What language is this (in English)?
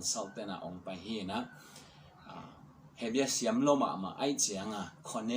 Tedim Chin